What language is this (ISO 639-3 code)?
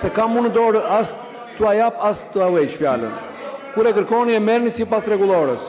sqi